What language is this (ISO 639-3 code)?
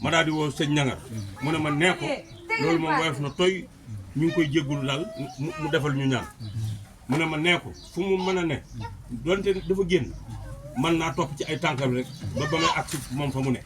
wol